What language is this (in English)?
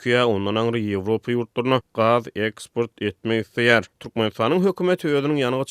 Turkmen